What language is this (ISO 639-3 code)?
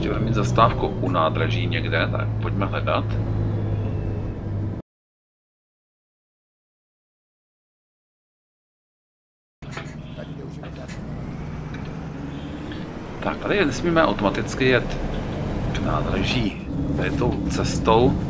ces